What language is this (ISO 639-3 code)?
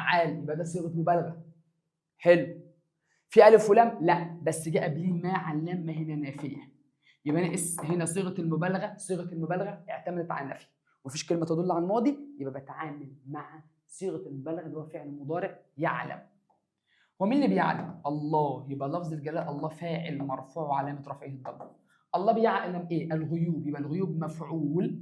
arz